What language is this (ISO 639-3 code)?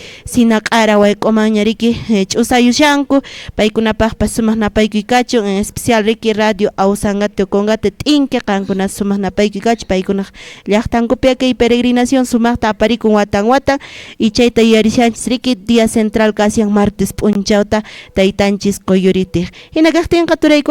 que